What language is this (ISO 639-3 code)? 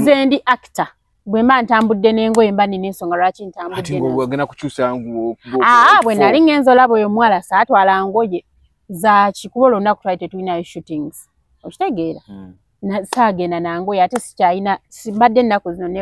lug